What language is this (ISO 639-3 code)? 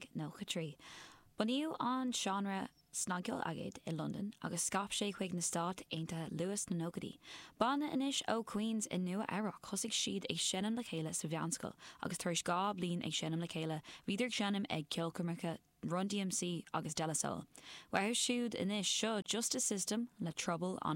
gle